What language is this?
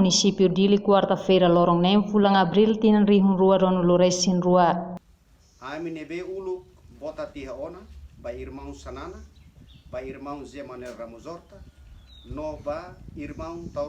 Tetum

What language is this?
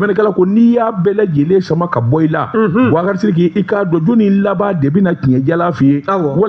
Bambara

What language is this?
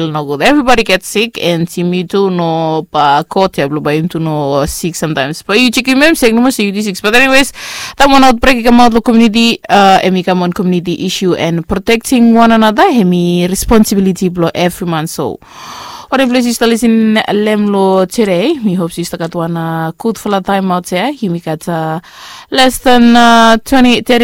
Bislama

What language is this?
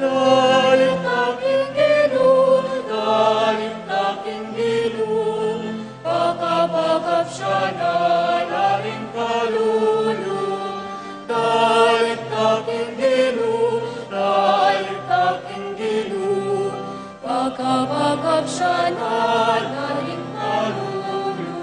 Pampanga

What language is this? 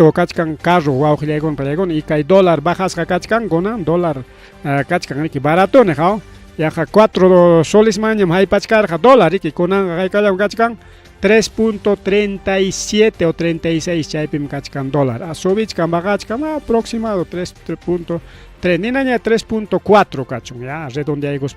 Ayacucho Quechua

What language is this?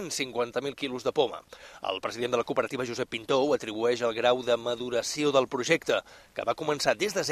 Catalan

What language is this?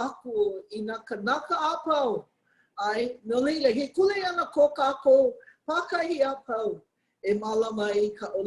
Hawaiian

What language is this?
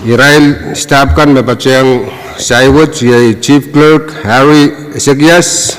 Pohnpeian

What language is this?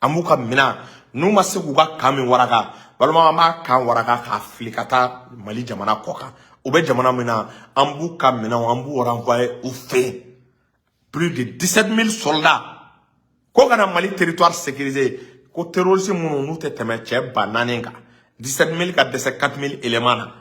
Bambara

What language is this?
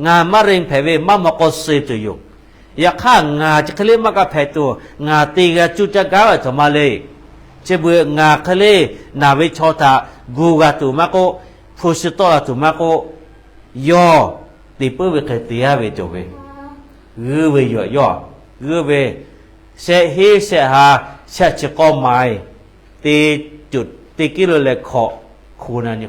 Lahu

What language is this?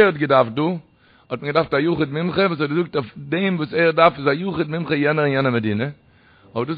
Yiddish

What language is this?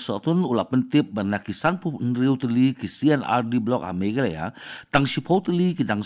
Khasi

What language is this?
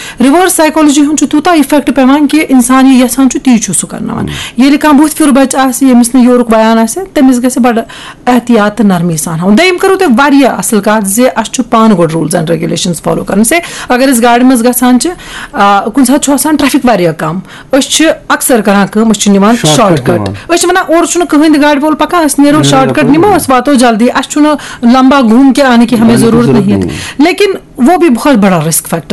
Kashmiri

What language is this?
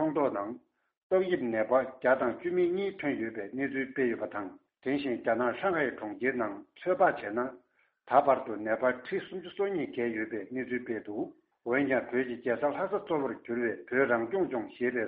Tibetan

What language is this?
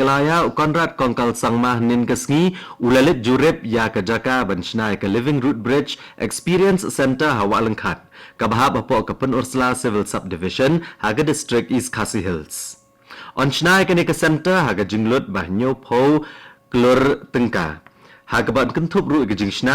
Khasi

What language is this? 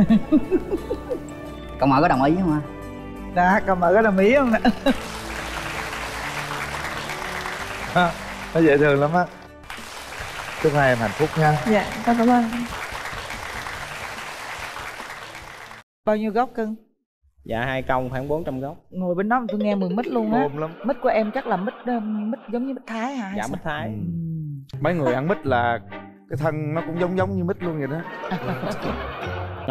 Vietnamese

